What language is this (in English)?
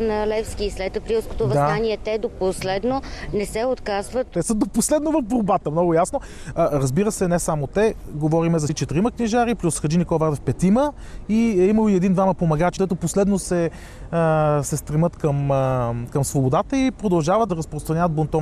Bulgarian